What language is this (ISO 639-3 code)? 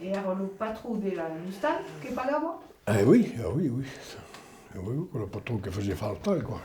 oci